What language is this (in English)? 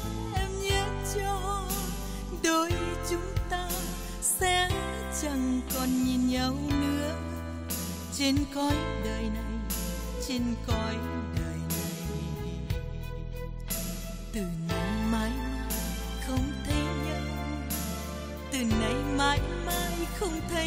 Vietnamese